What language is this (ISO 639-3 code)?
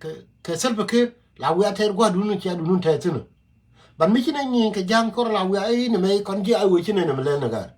nus